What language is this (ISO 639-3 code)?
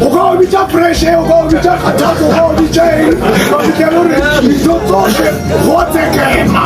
nso